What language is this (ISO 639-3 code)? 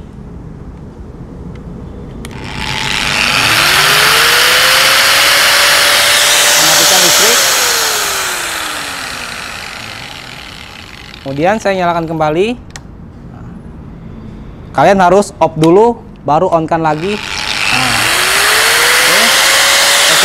ind